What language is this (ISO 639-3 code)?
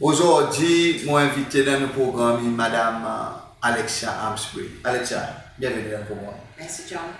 crs